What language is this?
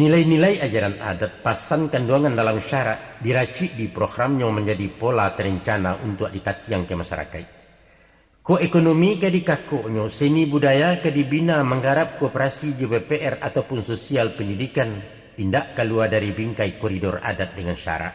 Minangkabau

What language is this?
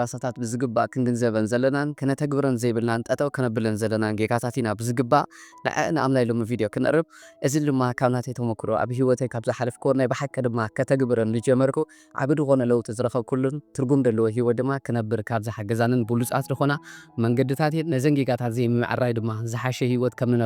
Tigrinya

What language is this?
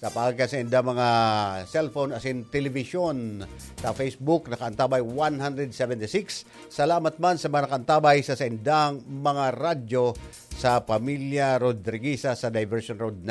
Bikol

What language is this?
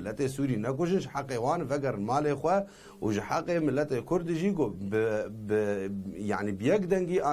Kurdish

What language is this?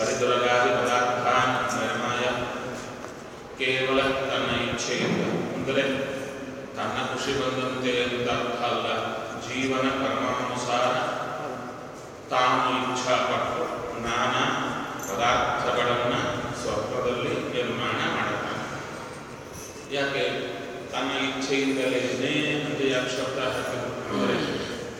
Kannada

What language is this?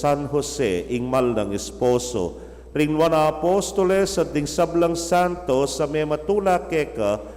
Pampanga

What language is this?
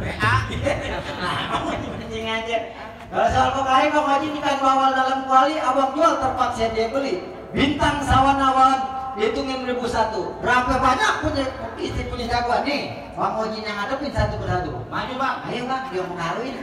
Betawi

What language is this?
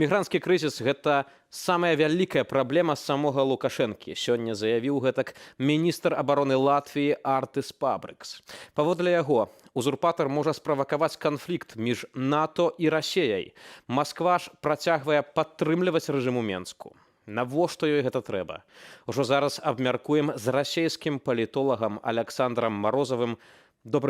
Belarusian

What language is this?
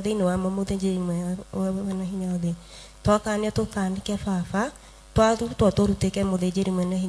Kikuyu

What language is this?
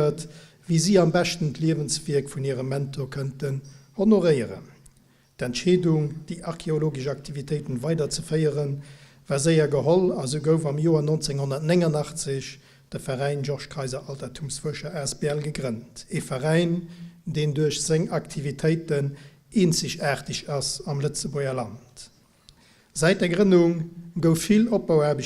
Luxembourgish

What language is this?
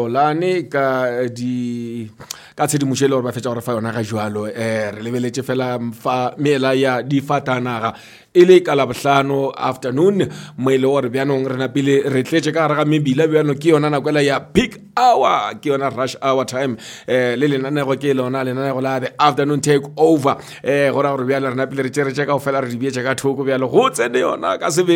Northern Sotho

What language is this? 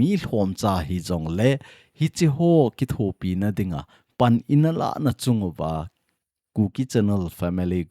Thado Chin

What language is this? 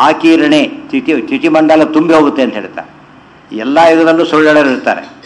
Kannada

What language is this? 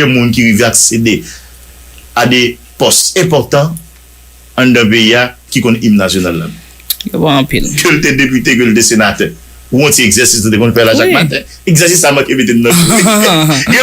Haitian Creole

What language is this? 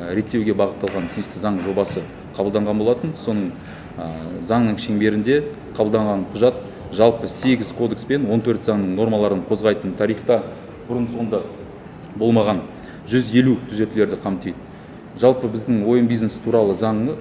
Kazakh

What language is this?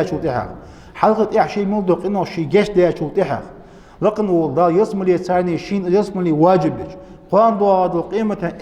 Ingush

